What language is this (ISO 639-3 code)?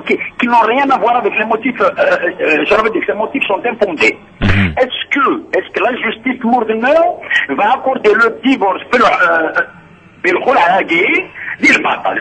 kab